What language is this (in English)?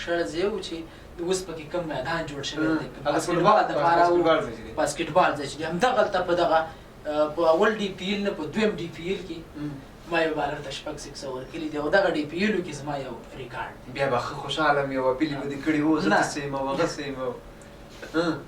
Pashto